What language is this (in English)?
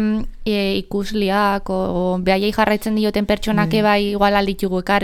Basque